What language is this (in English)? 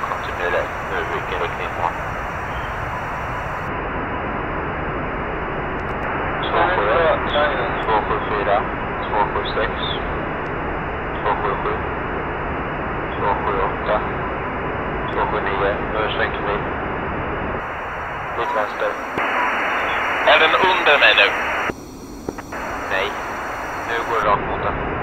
Swedish